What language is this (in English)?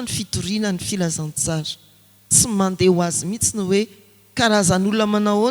Malagasy